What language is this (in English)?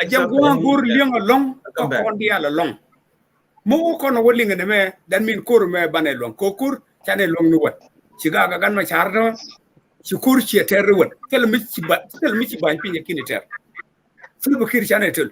Nuer